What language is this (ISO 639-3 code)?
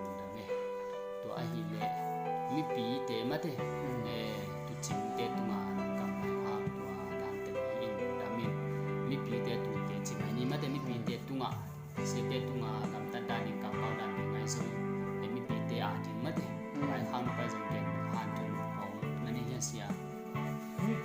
ctd